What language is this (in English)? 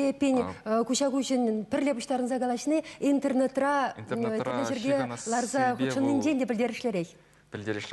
Chuvash